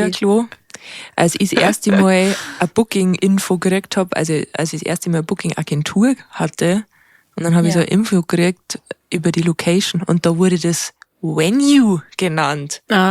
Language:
Bavarian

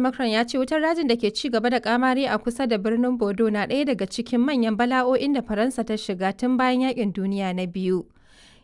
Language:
Hausa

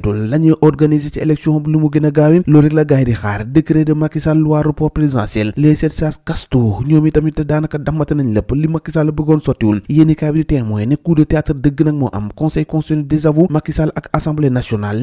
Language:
Wolof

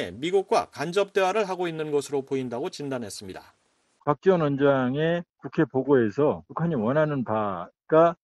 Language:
Korean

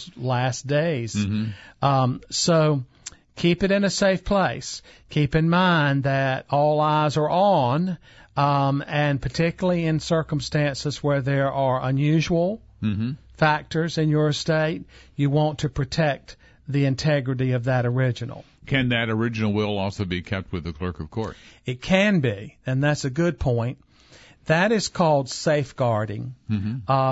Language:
English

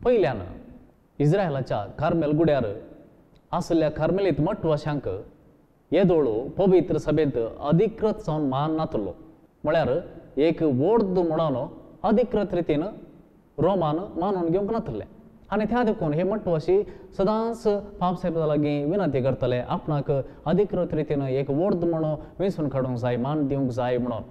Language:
Konkani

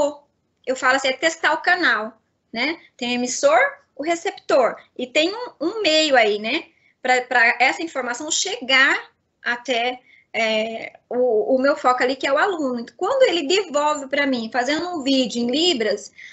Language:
Portuguese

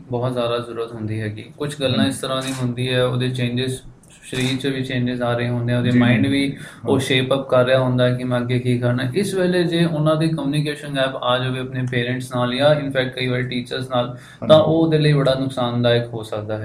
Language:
Punjabi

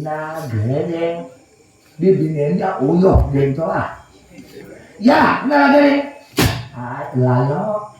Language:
Banjar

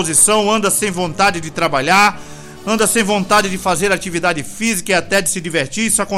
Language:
Portuguese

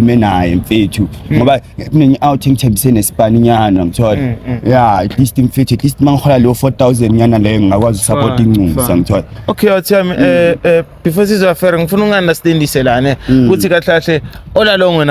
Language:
Zulu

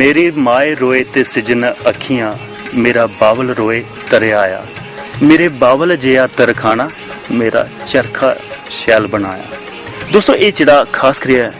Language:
Dogri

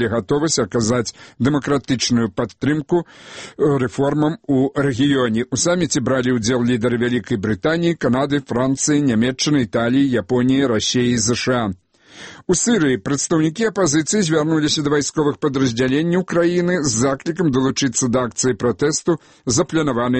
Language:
Belarusian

